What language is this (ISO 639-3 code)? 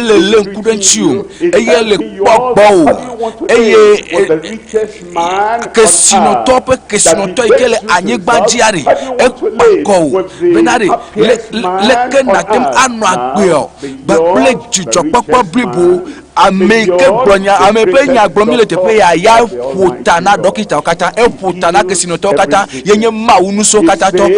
ewe